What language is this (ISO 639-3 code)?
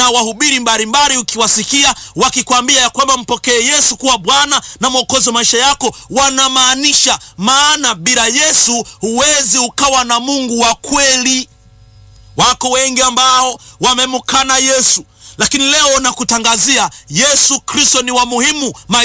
swa